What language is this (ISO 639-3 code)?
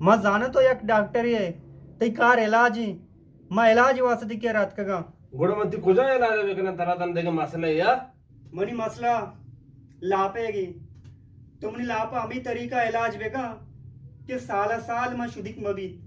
bgp